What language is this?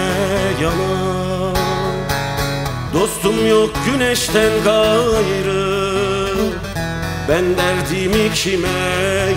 Turkish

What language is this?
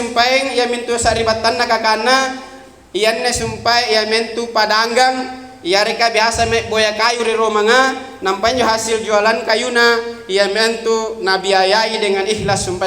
Makasar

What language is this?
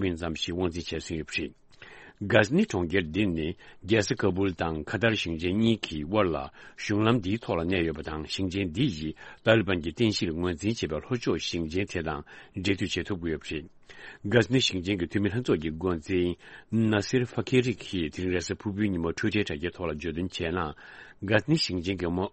Tibetan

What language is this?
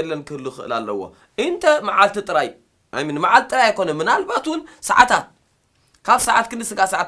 Tigrinya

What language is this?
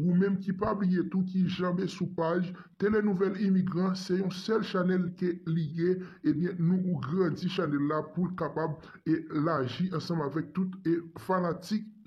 Haitian Creole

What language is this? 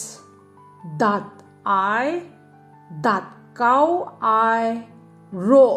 Kachin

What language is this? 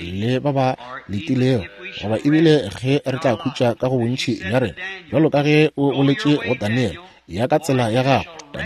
Northern Sotho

